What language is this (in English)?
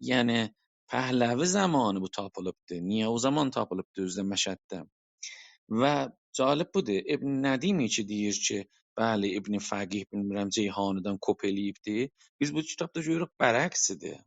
South Azerbaijani